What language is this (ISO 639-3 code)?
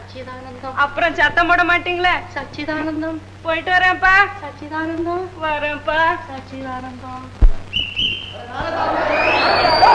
tam